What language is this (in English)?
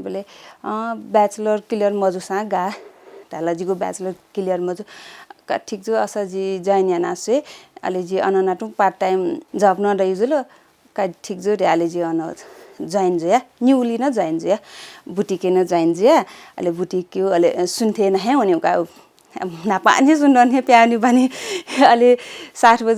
Newari